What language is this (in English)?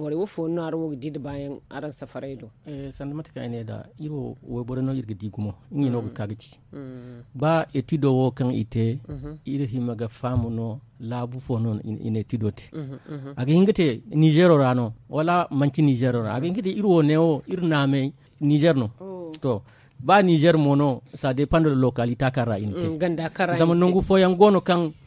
Zarma